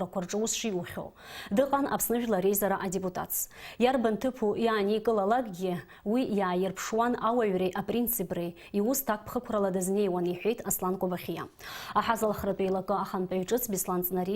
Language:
Abkhazian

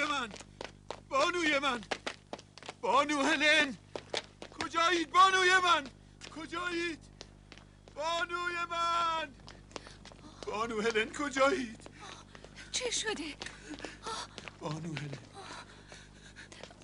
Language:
Persian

